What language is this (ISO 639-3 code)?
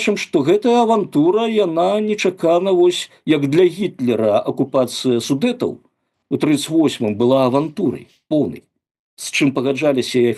bel